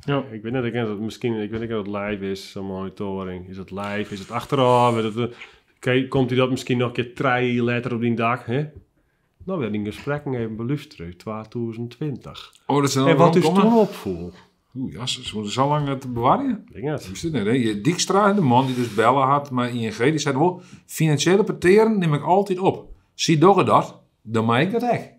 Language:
Western Frisian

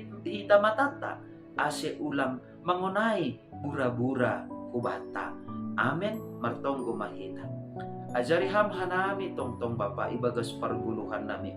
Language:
Batak Simalungun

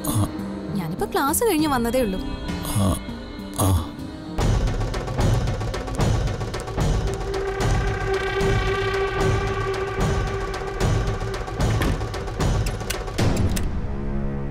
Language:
Malayalam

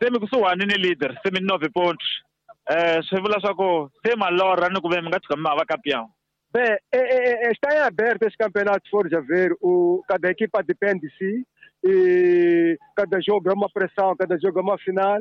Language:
Tsonga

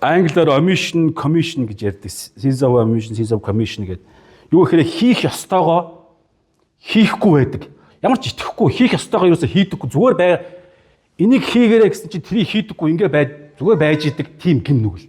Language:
Mongolian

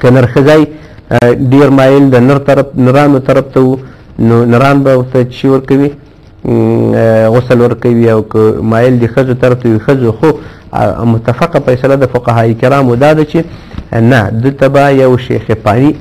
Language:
Pashto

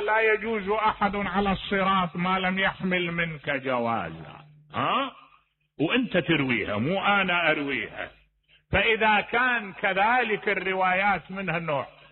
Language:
Mesopotamian Arabic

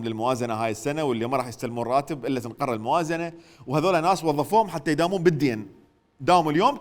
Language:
Mesopotamian Arabic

